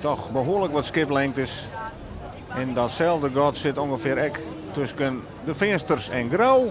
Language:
Western Frisian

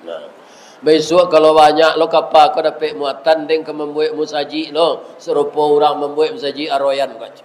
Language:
Minangkabau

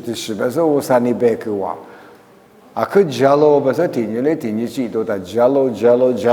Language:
Lisu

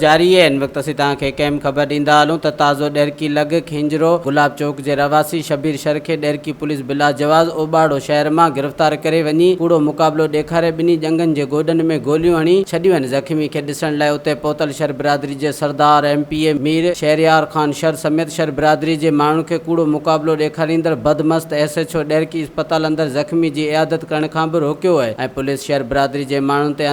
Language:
Sindhi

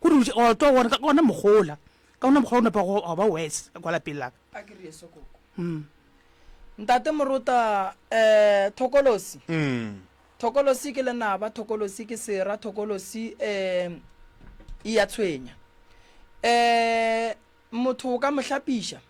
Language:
Northern Sotho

